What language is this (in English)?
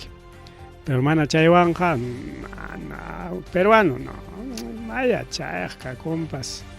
Ayacucho Quechua